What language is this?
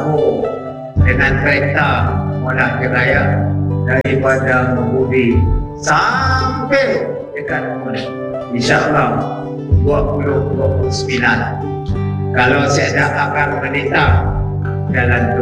Malay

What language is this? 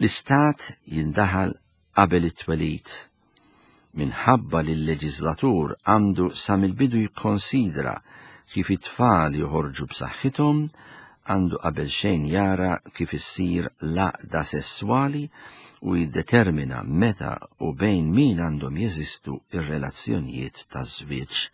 Maltese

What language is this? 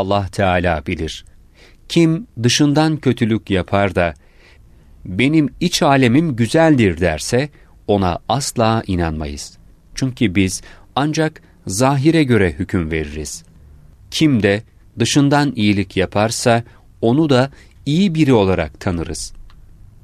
Turkish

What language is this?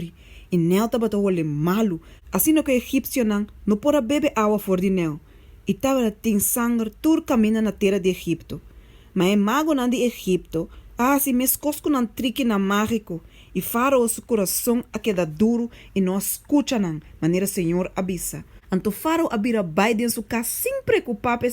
Papiamento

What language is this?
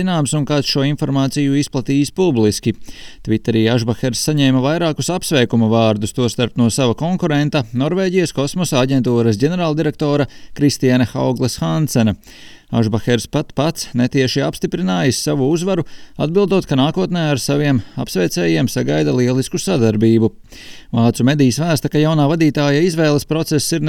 Latvian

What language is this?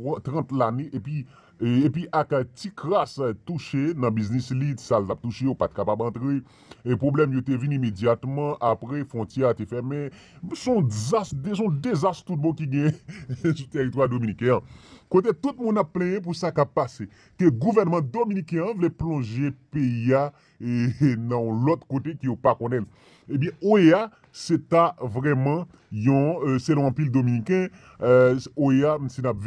Haitian Creole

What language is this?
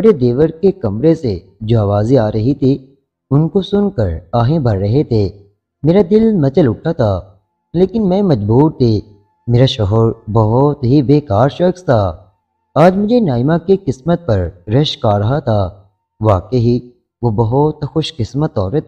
Urdu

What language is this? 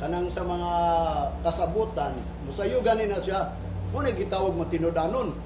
Cebuano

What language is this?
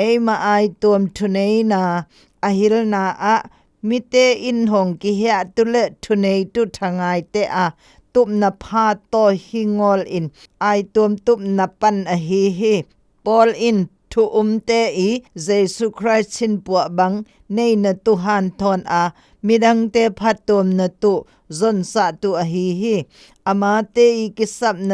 Zou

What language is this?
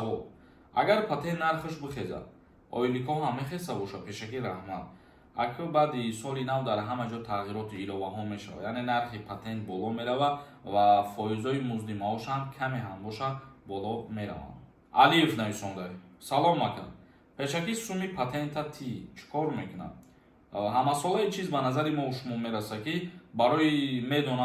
Tajik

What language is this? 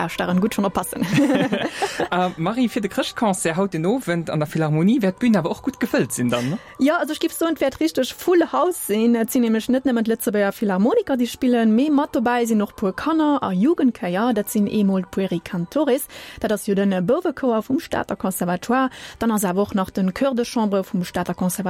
Luxembourgish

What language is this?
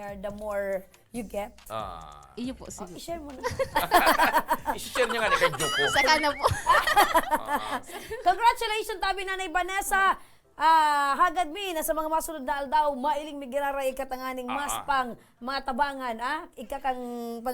Bikol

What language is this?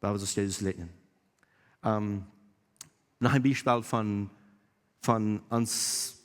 Plautdietsch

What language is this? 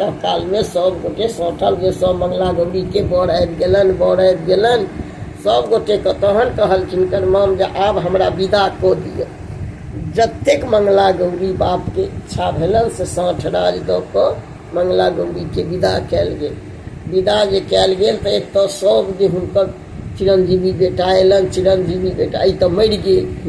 Maithili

